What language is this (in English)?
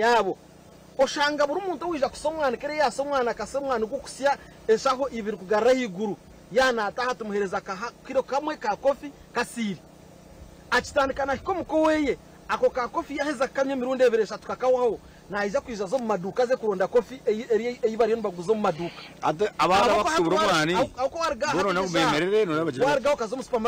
Nyankole